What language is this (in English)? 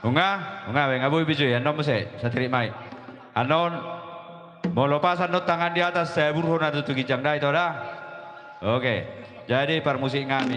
Batak Toba